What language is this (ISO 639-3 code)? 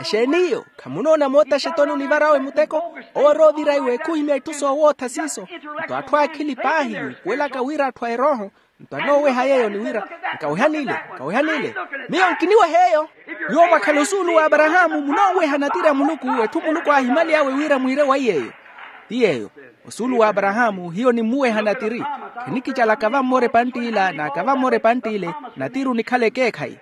vmw